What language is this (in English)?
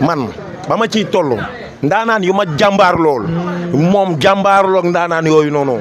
Wolof